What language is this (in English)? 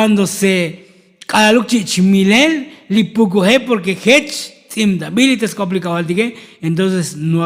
Tzotzil